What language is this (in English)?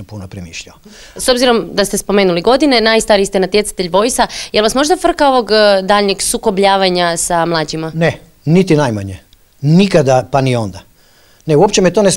Croatian